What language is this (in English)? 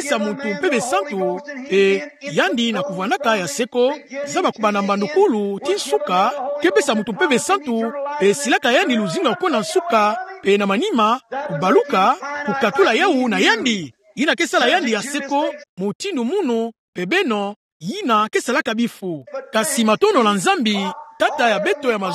Kituba (Democratic Republic of Congo)